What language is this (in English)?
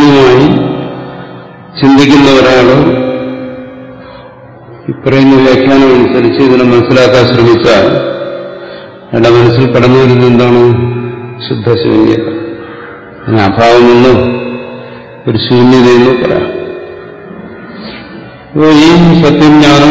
Malayalam